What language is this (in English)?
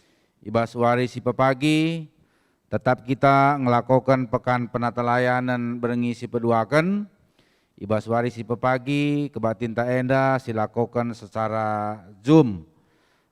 Batak Karo